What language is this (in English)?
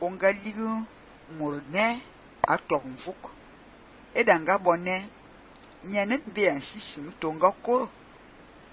Fang